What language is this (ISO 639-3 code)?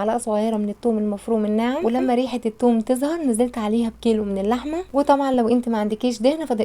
arz